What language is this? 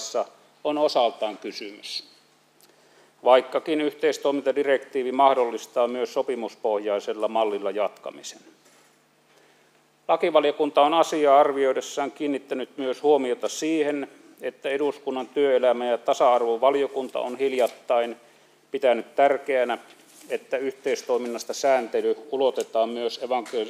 Finnish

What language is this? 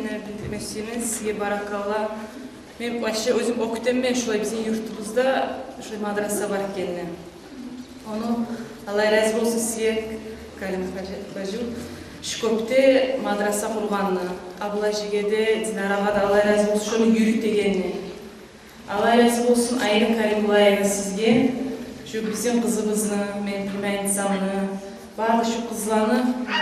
Kumyk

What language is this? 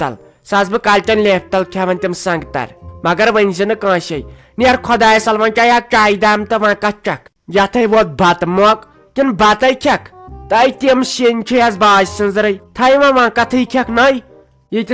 Kashmiri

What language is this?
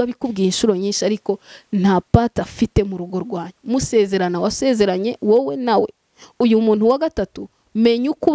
Kinyarwanda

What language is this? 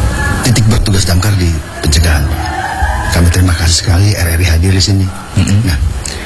Indonesian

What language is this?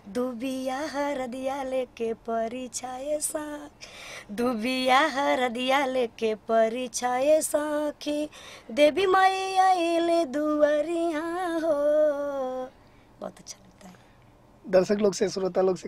Bhojpuri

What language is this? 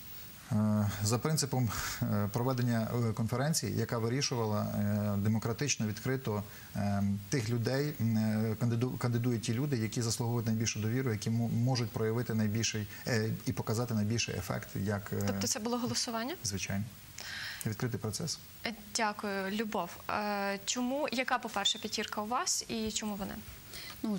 Ukrainian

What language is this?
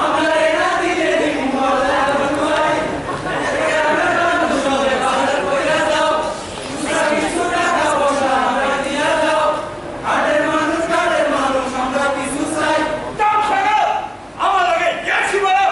Sylheti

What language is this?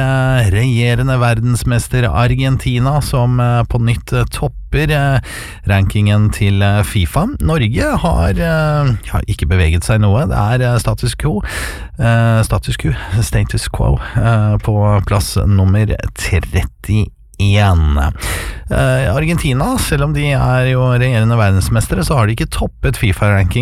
Norwegian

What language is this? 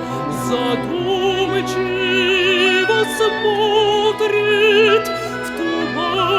Ossetic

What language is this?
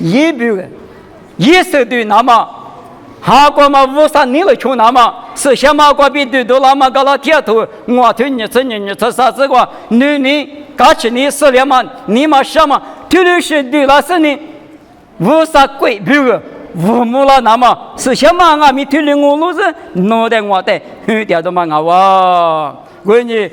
Lisu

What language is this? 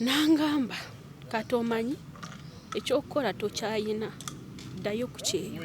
Ganda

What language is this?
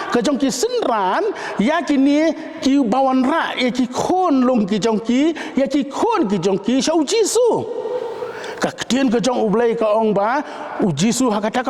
Khasi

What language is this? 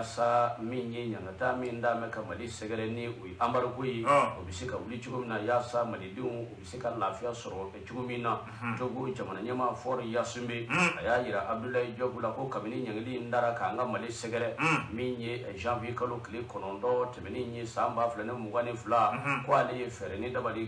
Bambara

